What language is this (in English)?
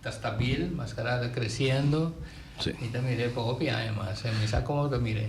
Papiamento